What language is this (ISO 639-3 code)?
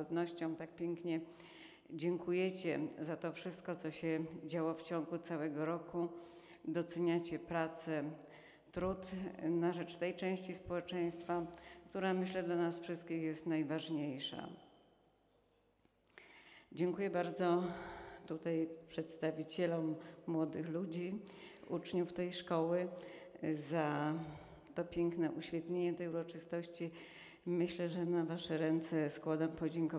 pol